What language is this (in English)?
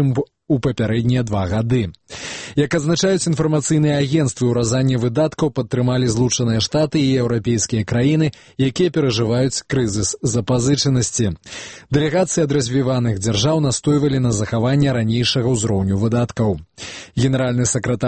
Belarusian